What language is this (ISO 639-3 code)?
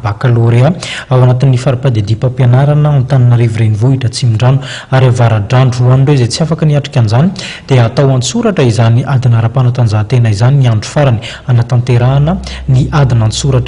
mlg